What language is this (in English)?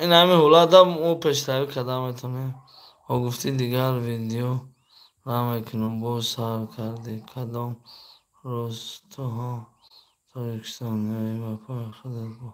Tajik